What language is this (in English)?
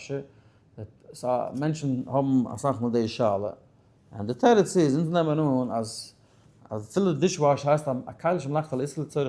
Yiddish